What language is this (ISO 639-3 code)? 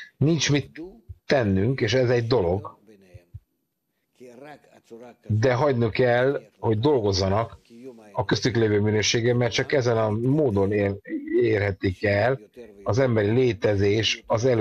hun